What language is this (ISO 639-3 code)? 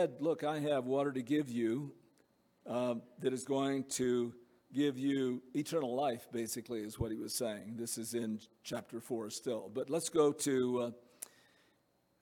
eng